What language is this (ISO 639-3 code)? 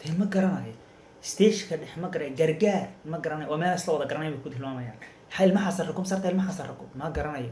som